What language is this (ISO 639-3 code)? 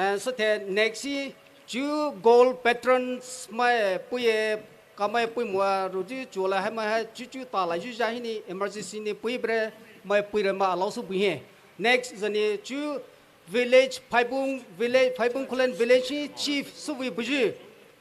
pmx